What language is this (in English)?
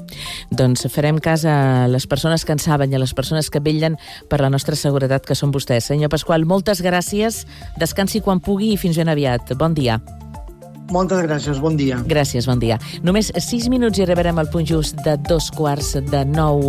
Catalan